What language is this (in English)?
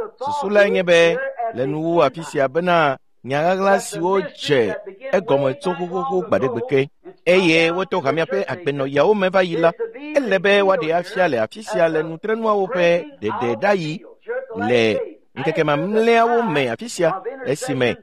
Ewe